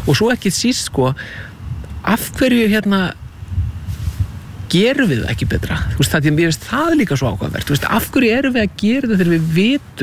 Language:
Icelandic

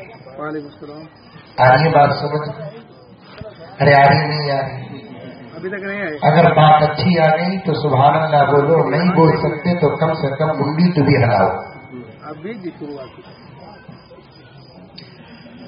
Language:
Urdu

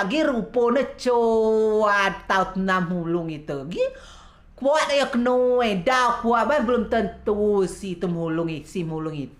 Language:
Rejang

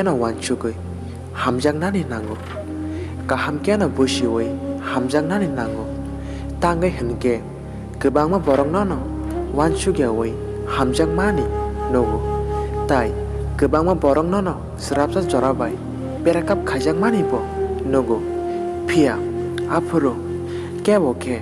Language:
Kok Borok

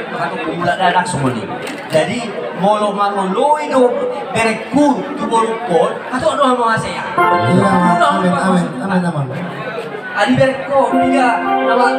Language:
Batak Toba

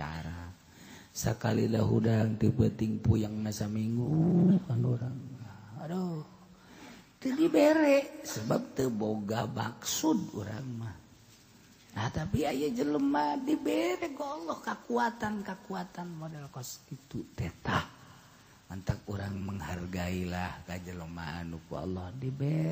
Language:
Sundanese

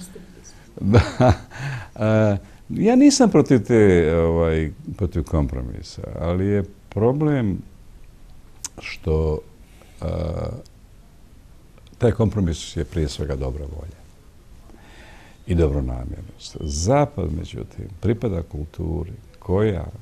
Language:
Bosnian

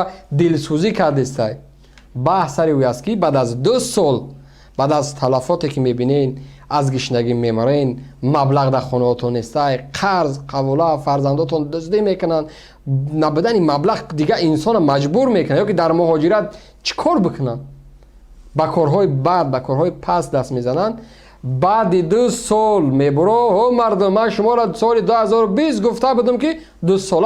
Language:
Tajik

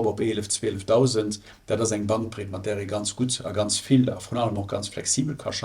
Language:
Luxembourgish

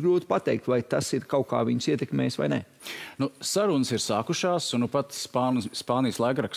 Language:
Latvian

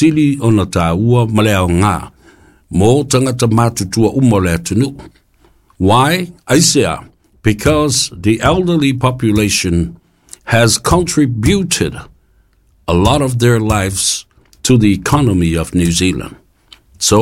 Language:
Samoan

